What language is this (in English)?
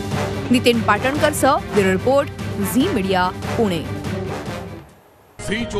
Marathi